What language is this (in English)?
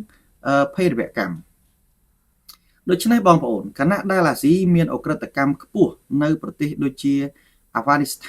Khmer